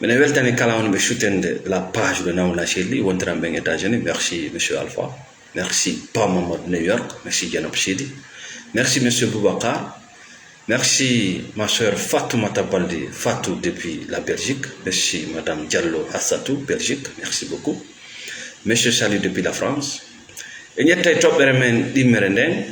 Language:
Fula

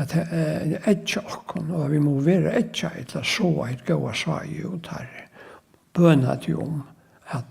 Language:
Faroese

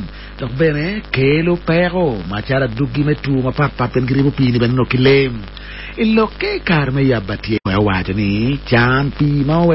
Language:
Acoli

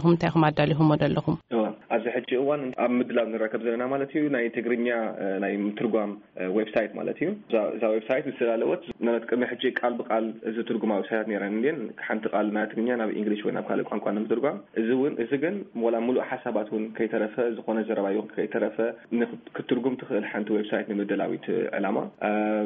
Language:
Tigrinya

